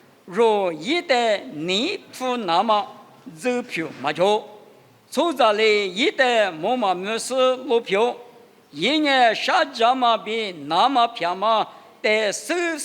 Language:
Lisu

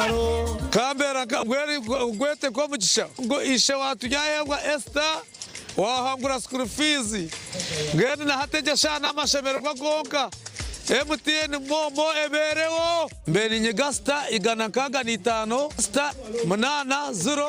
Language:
Nyankole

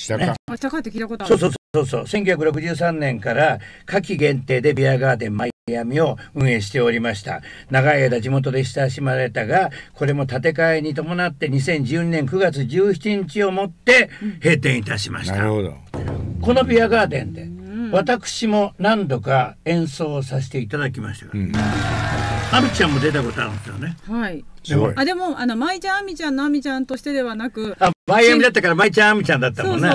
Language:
Japanese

